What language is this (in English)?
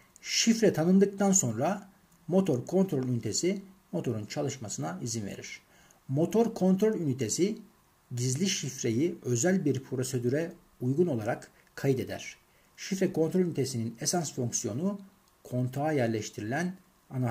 Turkish